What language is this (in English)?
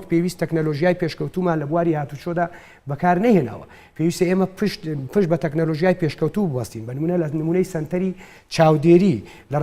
Central Kurdish